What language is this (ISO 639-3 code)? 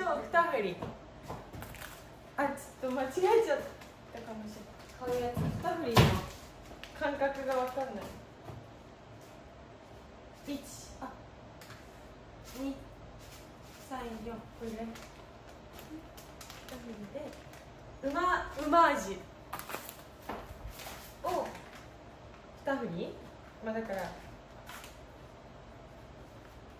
jpn